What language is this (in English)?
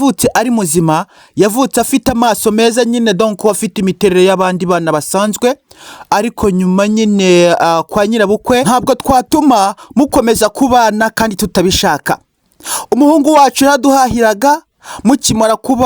Kinyarwanda